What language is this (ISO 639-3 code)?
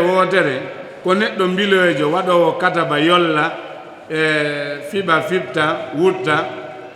ful